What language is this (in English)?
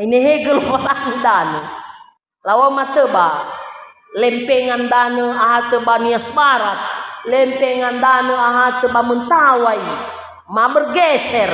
Nias